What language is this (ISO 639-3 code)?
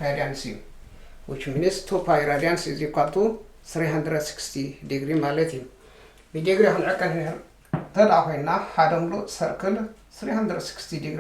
tir